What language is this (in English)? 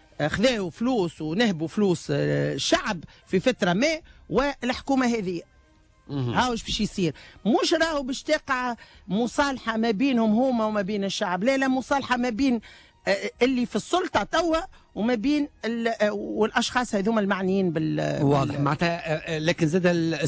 Tunisian Arabic